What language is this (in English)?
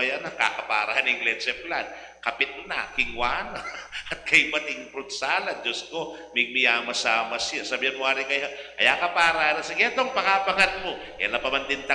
Pampanga